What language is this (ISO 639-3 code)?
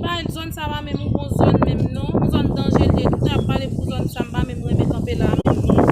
hat